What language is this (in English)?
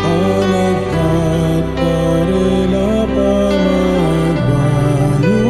Pampanga